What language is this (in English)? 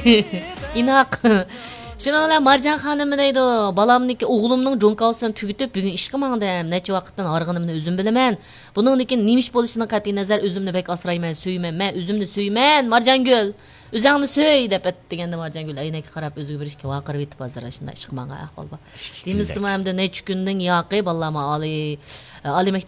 Uyghur